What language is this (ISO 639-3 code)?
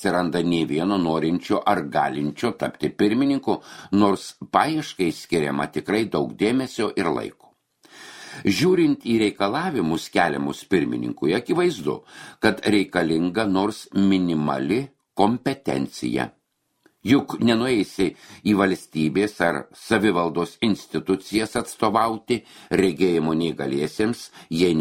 lit